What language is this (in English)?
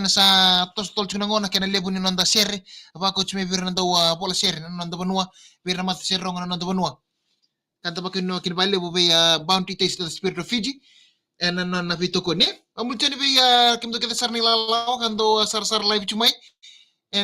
Fijian